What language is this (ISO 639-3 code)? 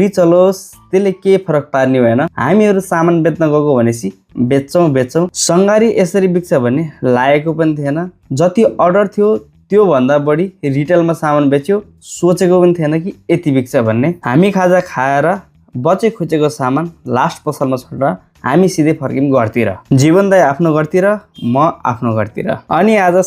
nep